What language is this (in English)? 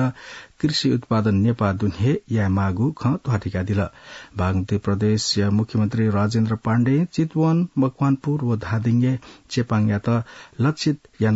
Newari